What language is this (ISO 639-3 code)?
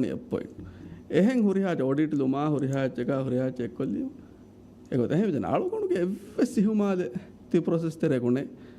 div